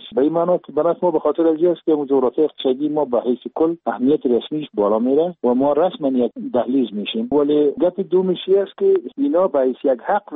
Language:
Persian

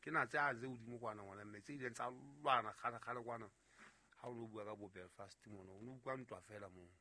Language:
Southern Sotho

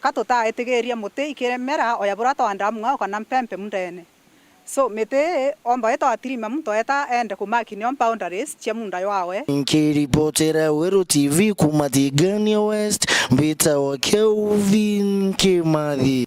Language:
Meru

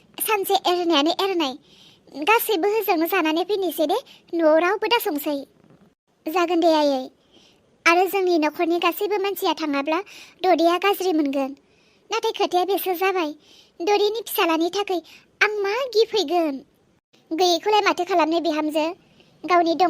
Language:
Bodo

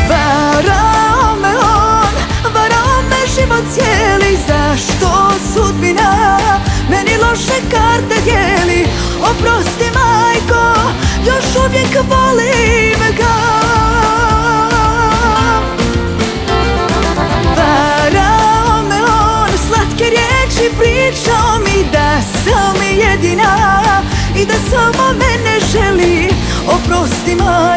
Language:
Croatian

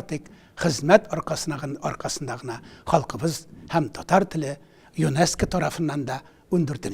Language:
Tatar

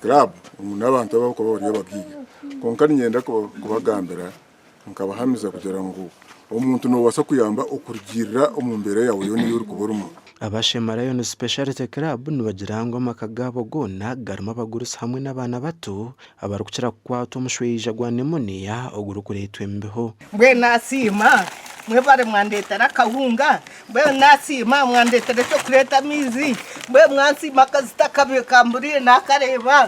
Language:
Nyankole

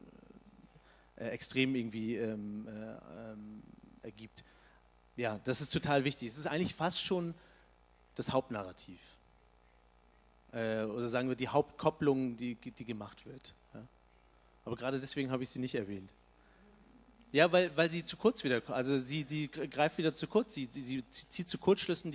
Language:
German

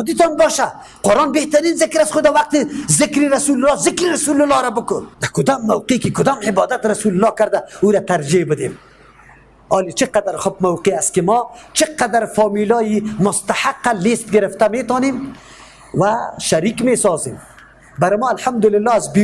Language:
Persian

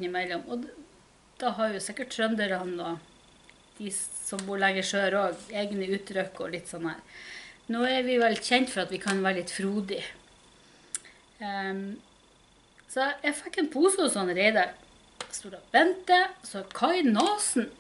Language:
Norwegian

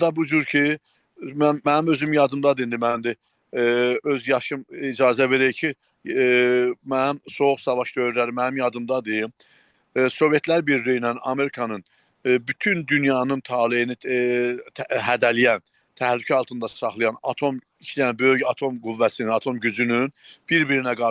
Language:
South Azerbaijani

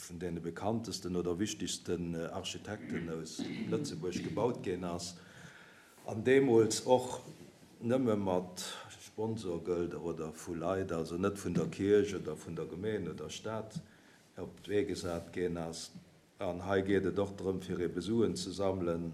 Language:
Luxembourgish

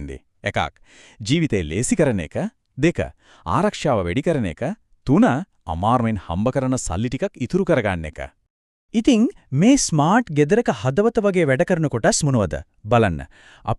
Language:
Sinhala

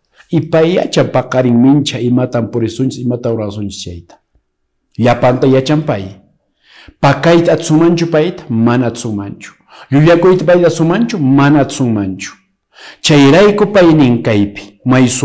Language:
Quechua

